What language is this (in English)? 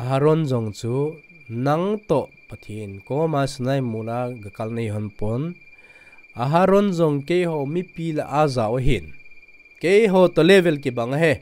Thado Chin